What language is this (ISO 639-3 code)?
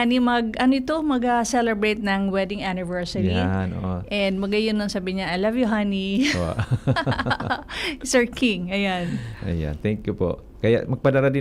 bik